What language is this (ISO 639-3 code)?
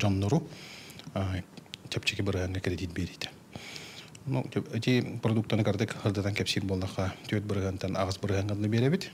sah